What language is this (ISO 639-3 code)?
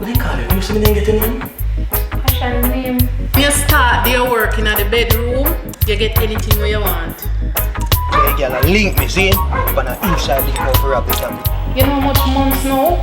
jam